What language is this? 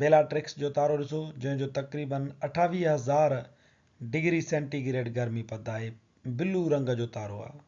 Sindhi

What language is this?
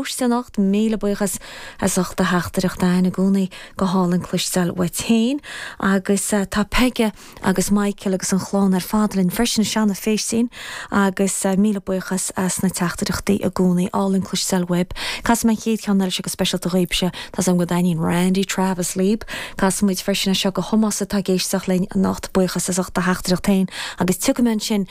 Irish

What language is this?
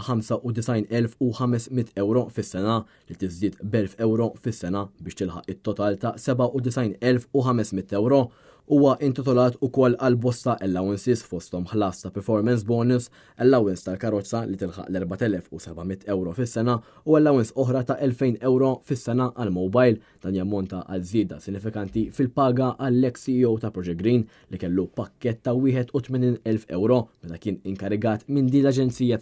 Maltese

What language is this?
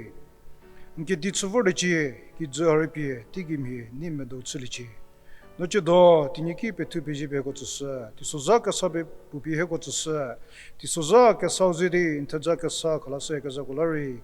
Angami Naga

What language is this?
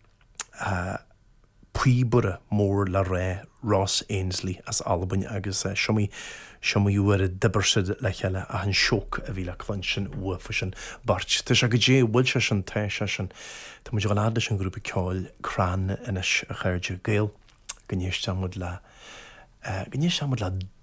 Irish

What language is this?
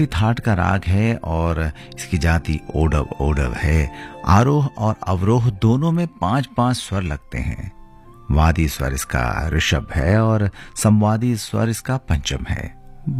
Hindi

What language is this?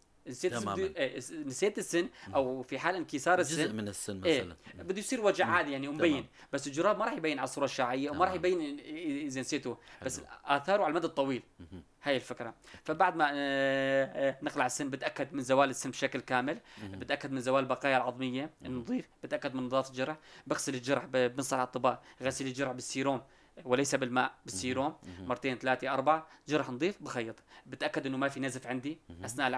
North Levantine Arabic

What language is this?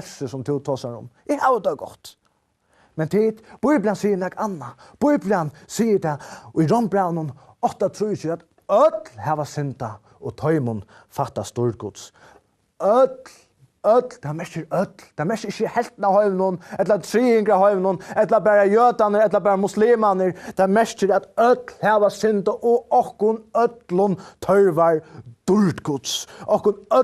Faroese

